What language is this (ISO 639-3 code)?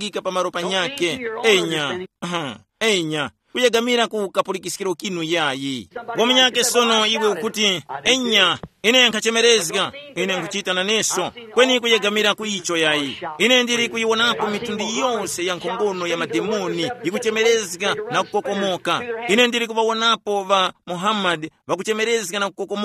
tum